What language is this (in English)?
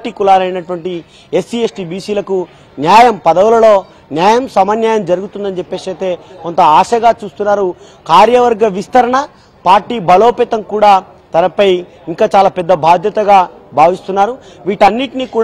Telugu